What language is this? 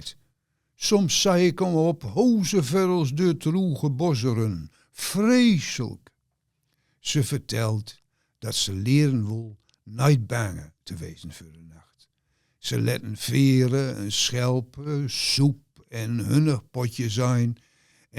Gronings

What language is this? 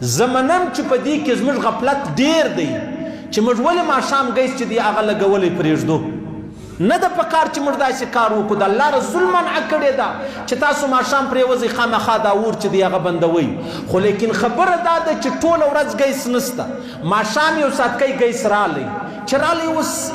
Pashto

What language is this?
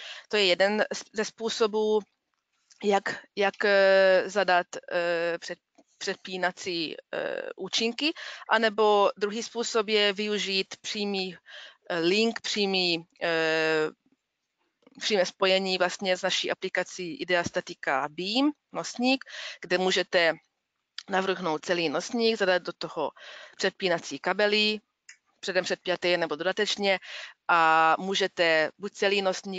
Czech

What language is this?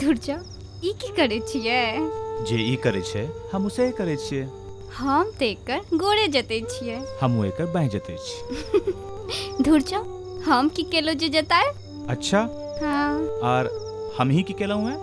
Maithili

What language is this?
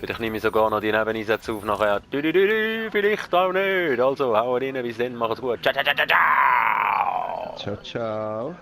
Swiss German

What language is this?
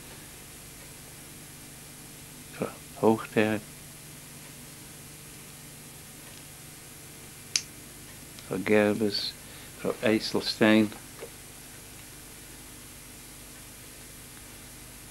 Dutch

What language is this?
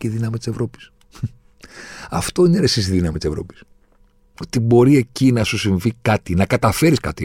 Greek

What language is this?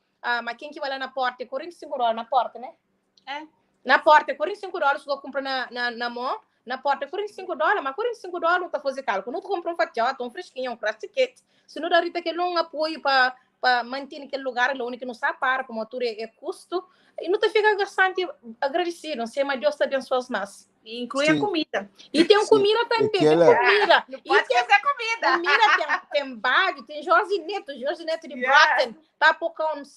Kabuverdianu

